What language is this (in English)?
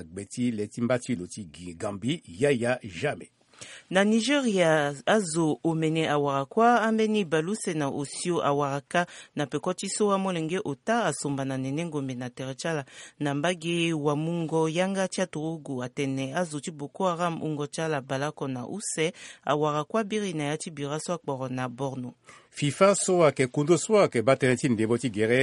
Sango